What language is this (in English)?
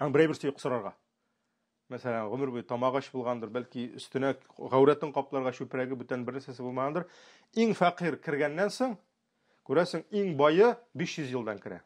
Tatar